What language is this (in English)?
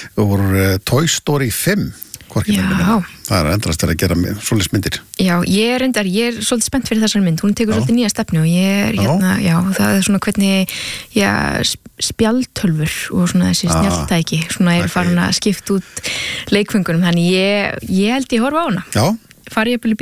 Icelandic